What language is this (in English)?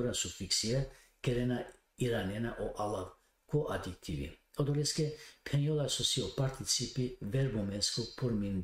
Balkan Romani